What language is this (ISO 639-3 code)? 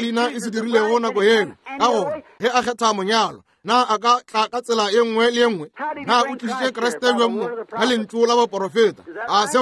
nso